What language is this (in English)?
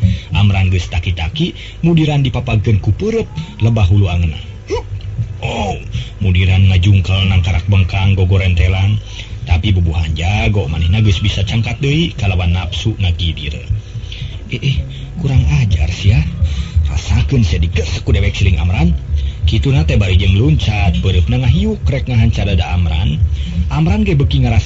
Sundanese